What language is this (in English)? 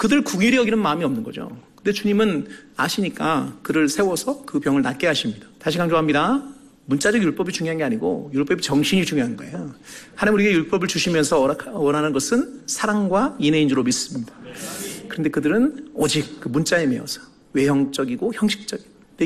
Korean